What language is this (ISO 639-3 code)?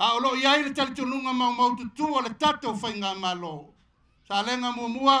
smo